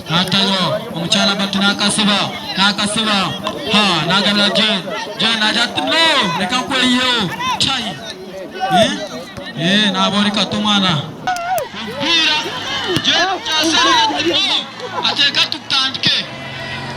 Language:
Nyankole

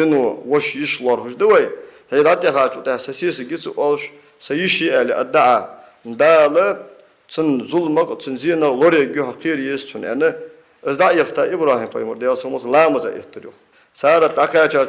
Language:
Ingush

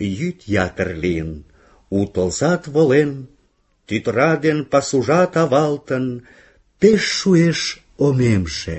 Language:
Mari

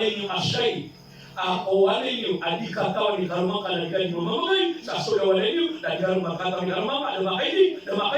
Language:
Maranao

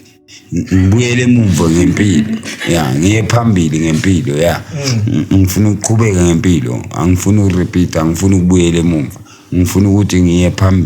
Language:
Zulu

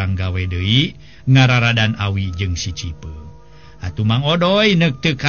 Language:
Sundanese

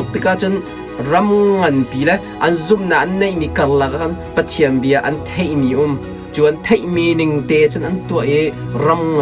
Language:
Hakha Chin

